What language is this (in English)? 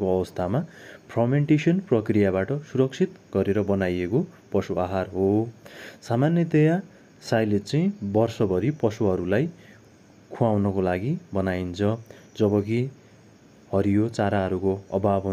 Nepali